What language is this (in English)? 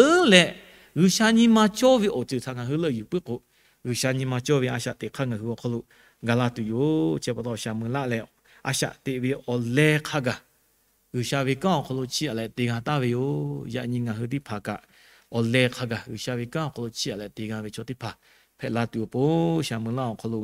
Lahu